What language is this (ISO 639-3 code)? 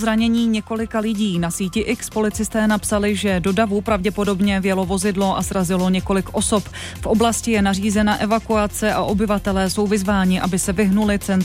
ces